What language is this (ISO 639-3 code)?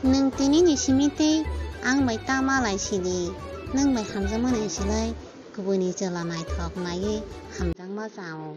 trp